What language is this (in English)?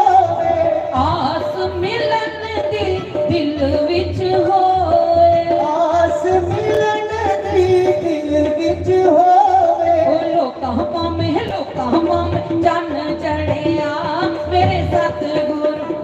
Dogri